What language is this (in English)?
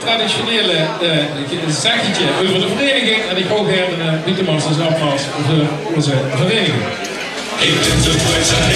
Limburgish